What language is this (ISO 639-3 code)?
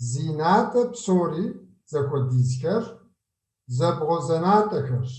kbd